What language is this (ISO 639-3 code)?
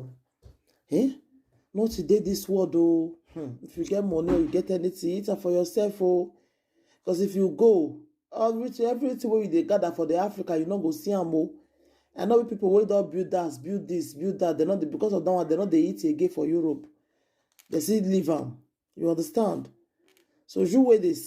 pcm